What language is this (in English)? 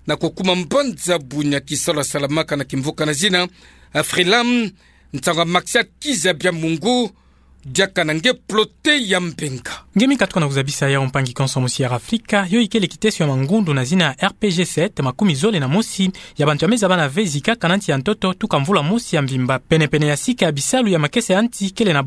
Kituba (Democratic Republic of Congo)